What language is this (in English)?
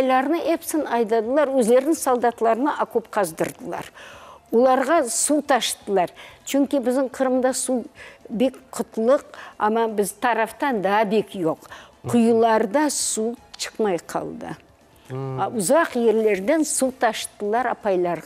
Crimean Tatar